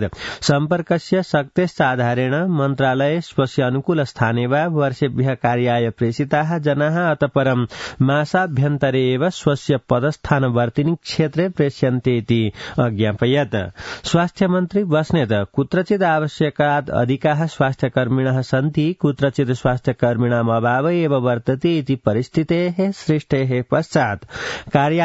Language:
Sanskrit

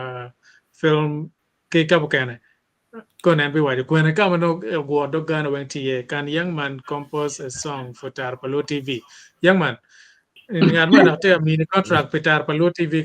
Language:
Acoli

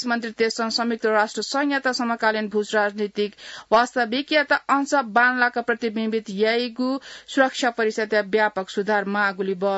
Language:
Newari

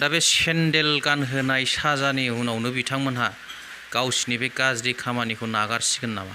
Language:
Bodo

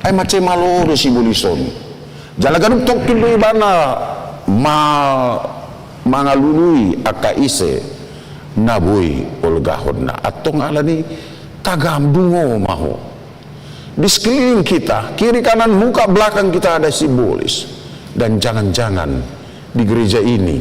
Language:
Batak Toba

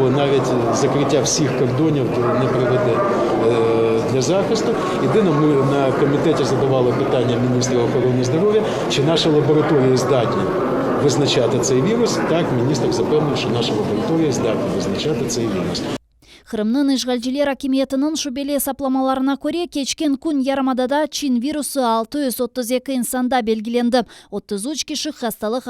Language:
Crimean Tatar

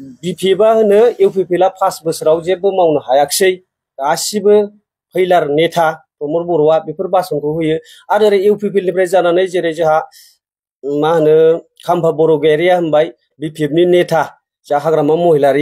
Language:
Bodo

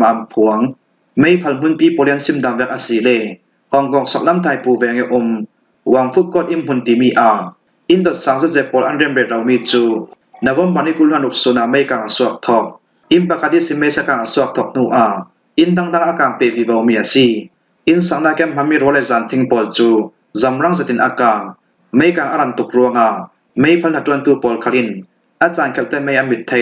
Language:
Falam Chin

